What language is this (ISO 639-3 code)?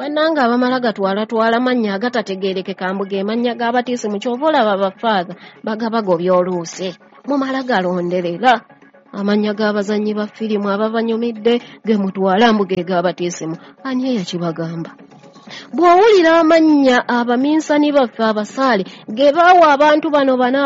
lug